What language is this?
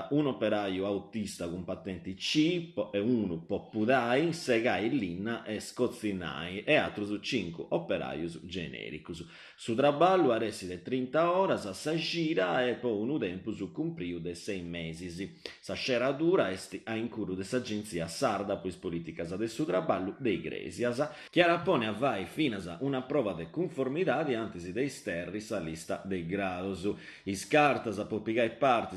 Sardinian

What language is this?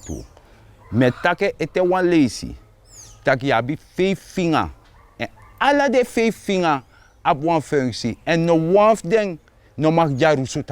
Sranan Tongo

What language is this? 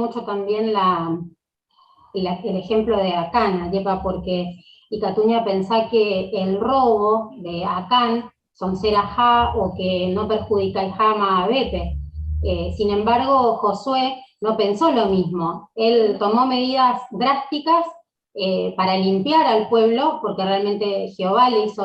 Guarani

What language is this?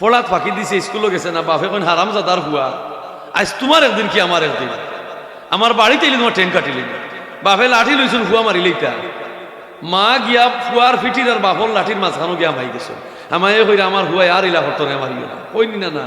Sylheti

